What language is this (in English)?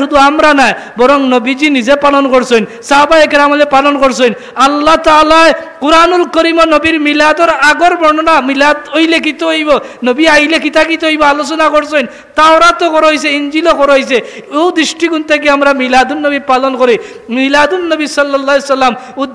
Sylheti